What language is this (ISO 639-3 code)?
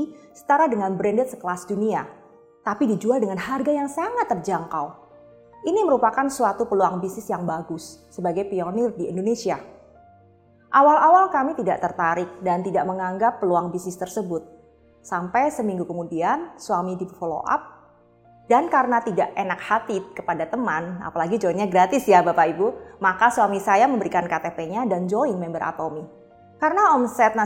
ind